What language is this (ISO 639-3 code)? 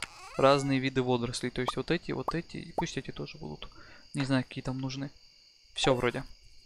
rus